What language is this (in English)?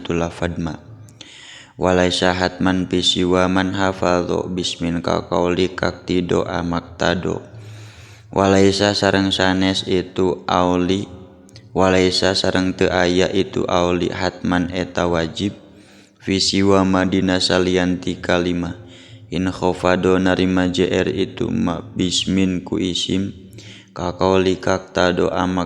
Sundanese